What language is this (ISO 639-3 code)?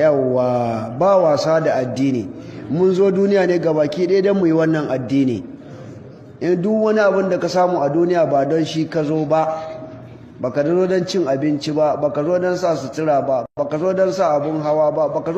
hau